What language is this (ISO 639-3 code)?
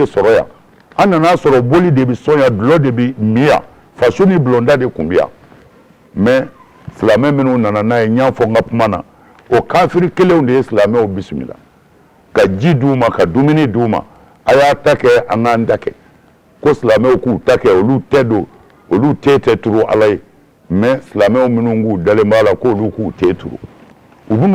bam